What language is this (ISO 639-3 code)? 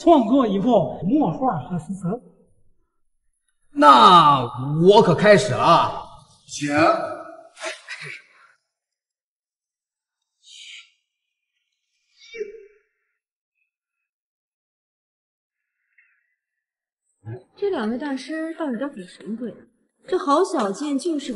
zho